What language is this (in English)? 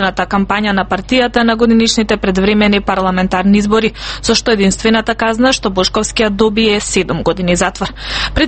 Macedonian